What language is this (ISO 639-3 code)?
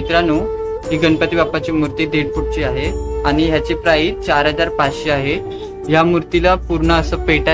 mar